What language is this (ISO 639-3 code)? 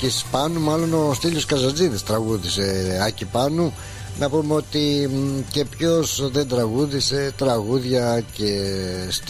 ell